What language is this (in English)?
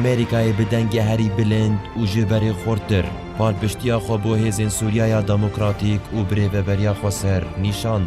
Kurdish